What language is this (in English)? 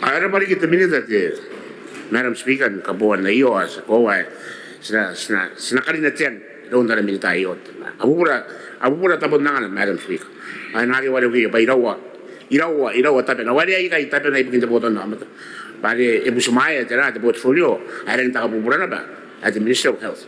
Gilbertese